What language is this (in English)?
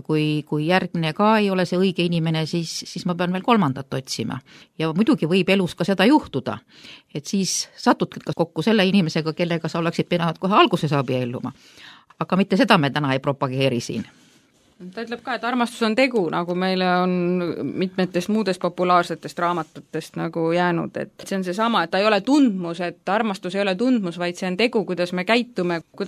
Estonian